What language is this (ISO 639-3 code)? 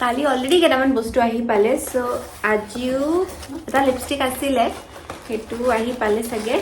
asm